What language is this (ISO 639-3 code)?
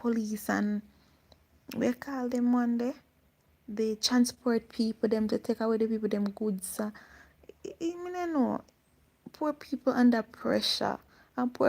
jam